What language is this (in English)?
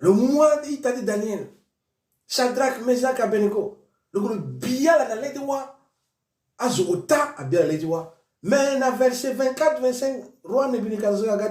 Sango